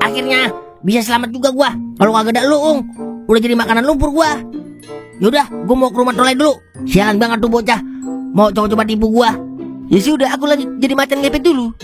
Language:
Betawi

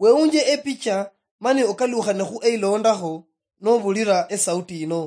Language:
Luyia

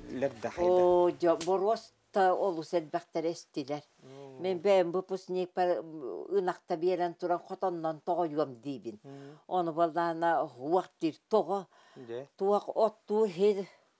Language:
Yakut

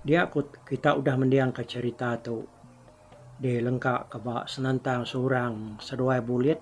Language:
Iban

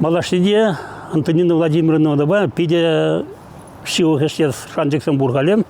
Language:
Chuvash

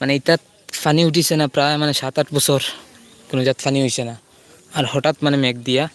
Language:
Sylheti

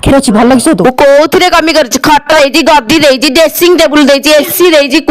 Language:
Odia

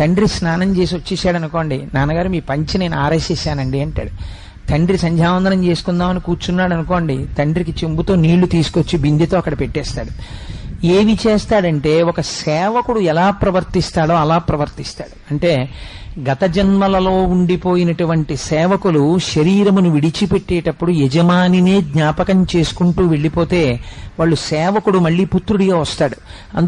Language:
Telugu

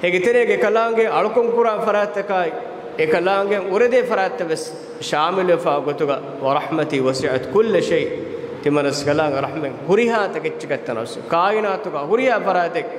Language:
Divehi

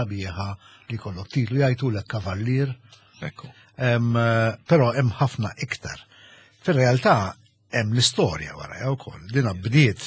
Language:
Maltese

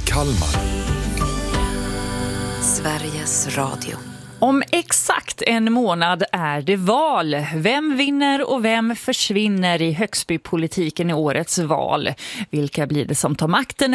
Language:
Swedish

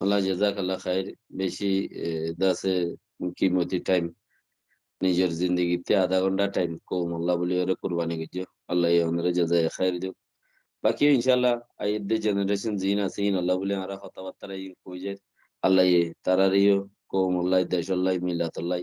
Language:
Rohingya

